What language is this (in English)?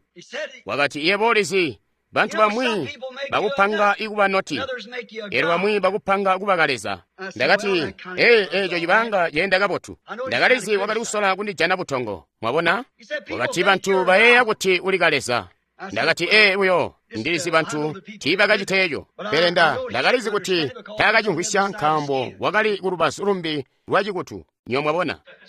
Tonga (Zambia)